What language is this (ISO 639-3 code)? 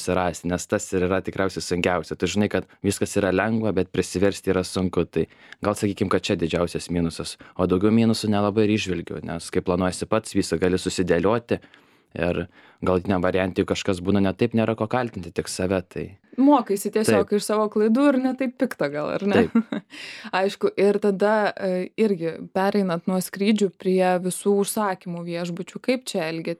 lit